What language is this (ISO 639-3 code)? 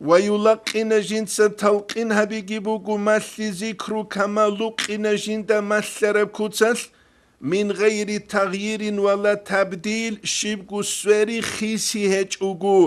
ava